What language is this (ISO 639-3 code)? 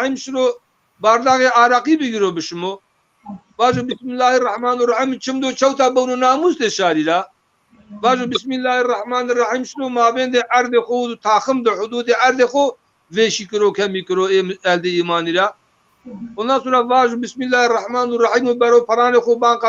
zza